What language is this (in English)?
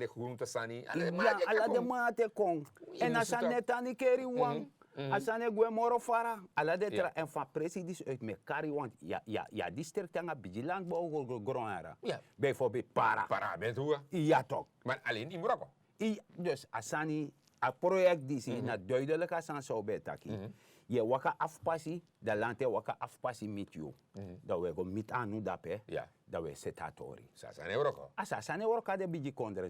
Sranan Tongo